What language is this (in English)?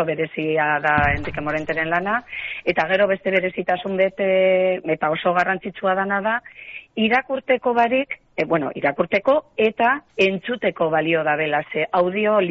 Basque